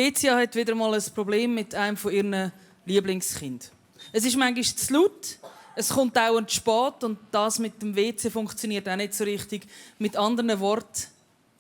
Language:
Swiss German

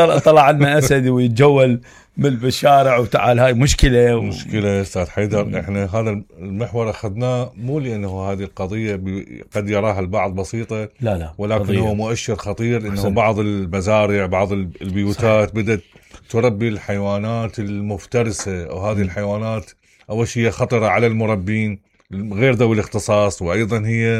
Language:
Mesopotamian Arabic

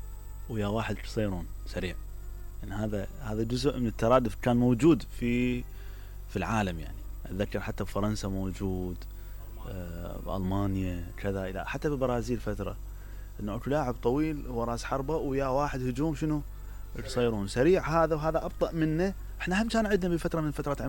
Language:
Mesopotamian Arabic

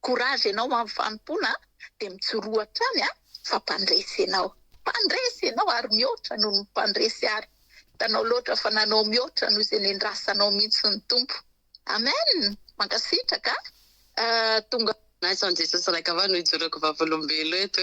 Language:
Malagasy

